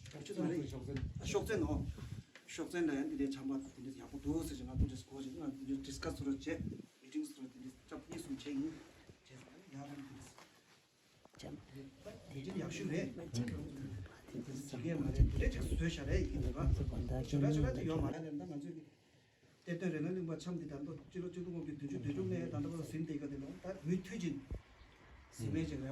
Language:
Tibetan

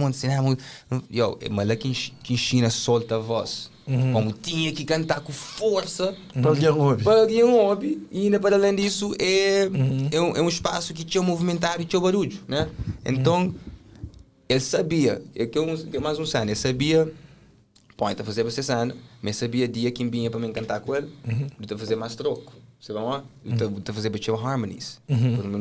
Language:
Kabuverdianu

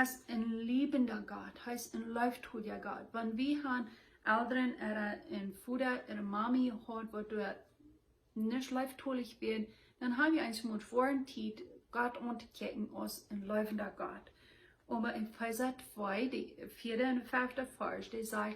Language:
Plautdietsch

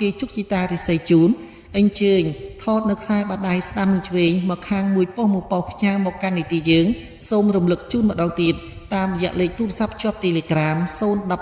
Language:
Khmer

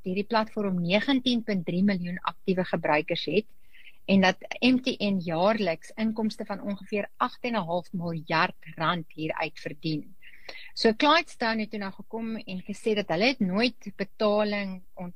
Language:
Afrikaans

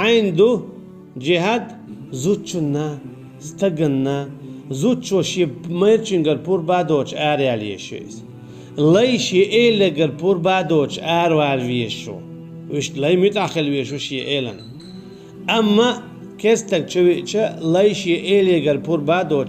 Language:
Chechen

